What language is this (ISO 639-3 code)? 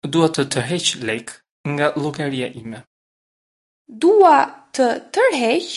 sqi